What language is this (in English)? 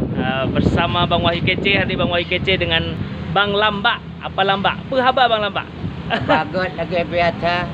Achinese